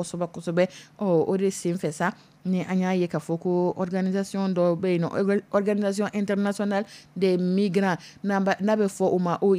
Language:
Dyula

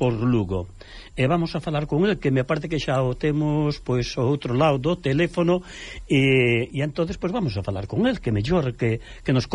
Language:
Galician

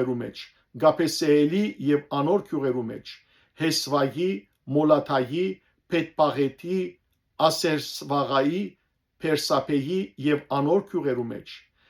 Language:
Western Armenian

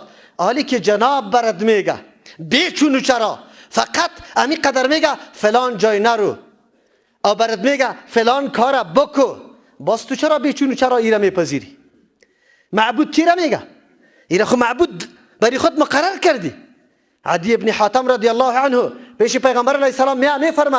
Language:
Persian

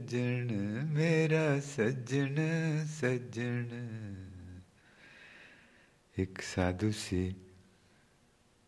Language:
Punjabi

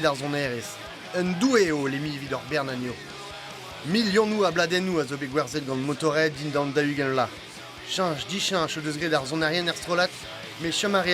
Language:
Breton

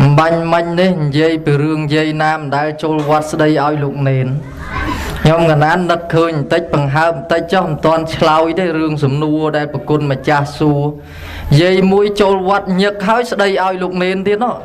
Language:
Khmer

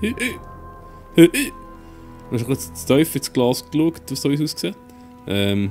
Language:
Swiss German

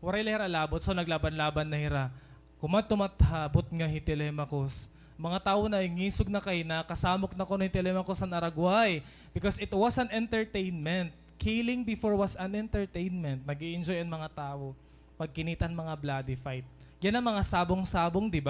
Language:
Waray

